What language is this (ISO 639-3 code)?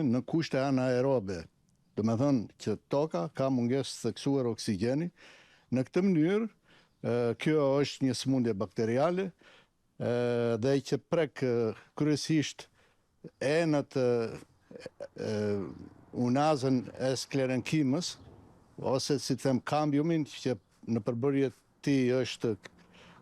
sqi